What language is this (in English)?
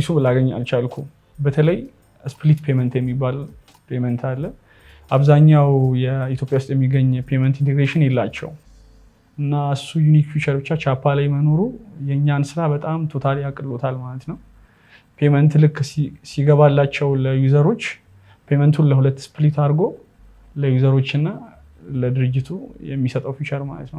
Amharic